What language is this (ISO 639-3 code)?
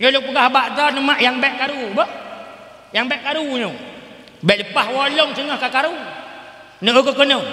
ace